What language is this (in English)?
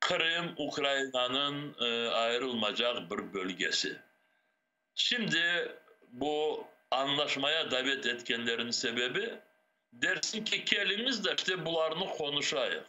Crimean Tatar